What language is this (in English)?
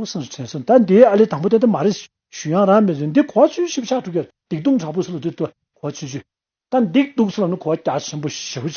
Tibetan